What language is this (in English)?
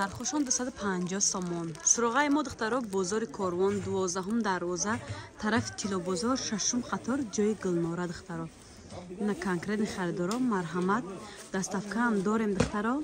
Tajik